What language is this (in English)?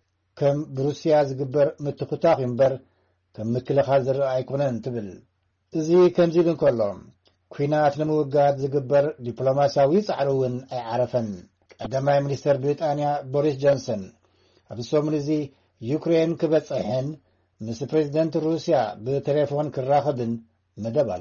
Tigrinya